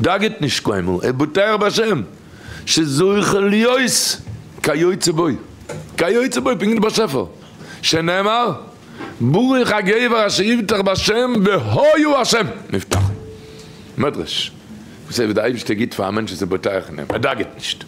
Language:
Yiddish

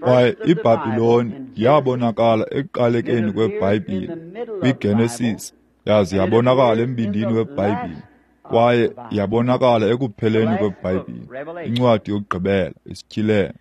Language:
Xhosa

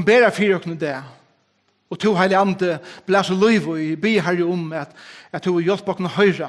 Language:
Faroese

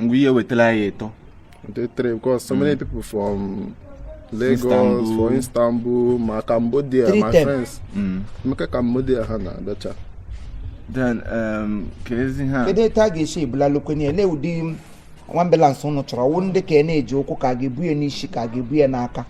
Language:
Igbo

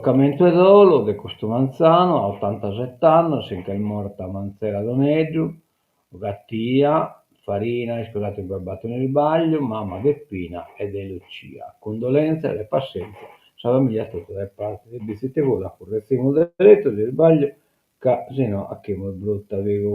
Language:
Sardinian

